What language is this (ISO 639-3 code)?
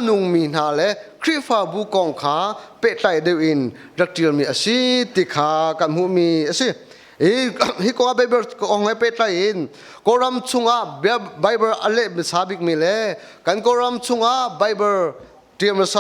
cnh